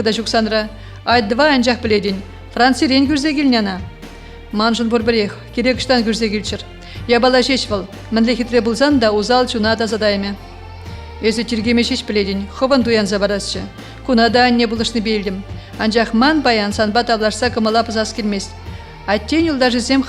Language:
Chuvash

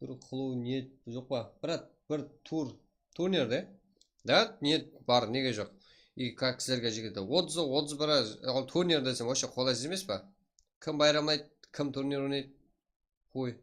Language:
Kara-Kalpak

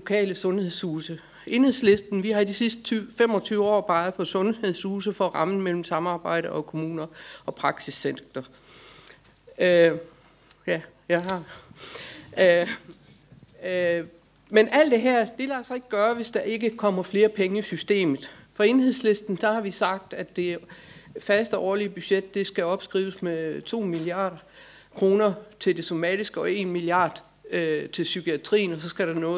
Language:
Danish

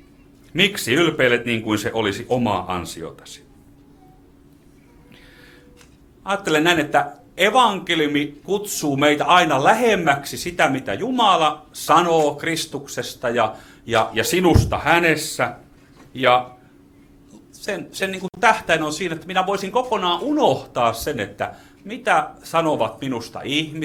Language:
Finnish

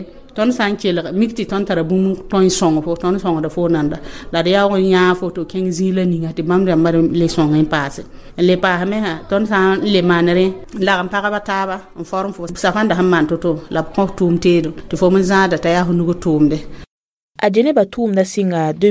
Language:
Mossi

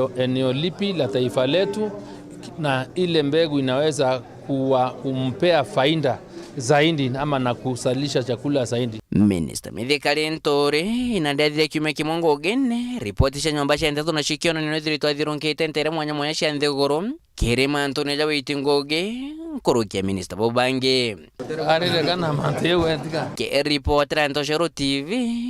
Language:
Meru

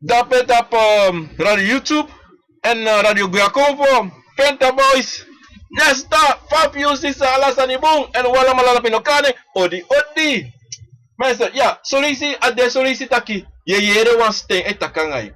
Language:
Sranan Tongo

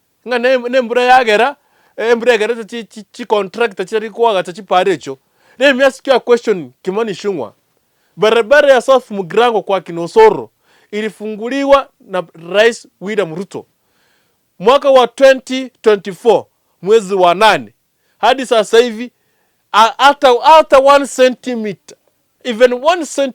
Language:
Gusii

